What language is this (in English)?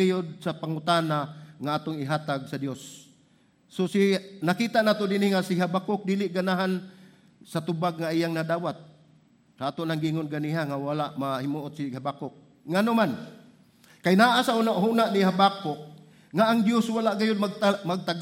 Cebuano